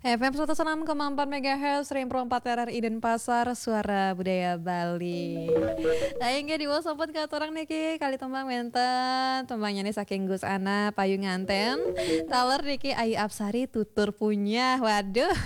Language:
Balinese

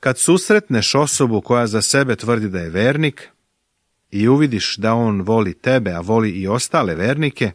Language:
Serbian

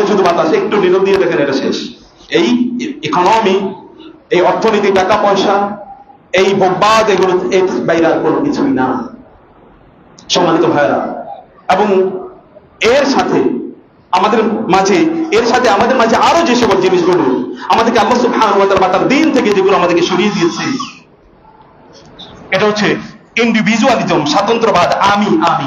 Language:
Bangla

